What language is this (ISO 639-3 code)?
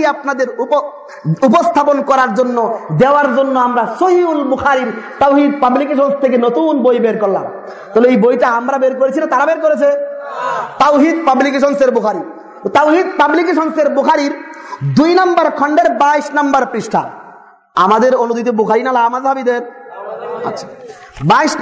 ben